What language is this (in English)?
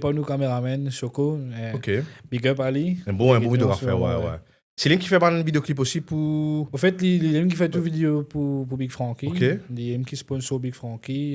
Morisyen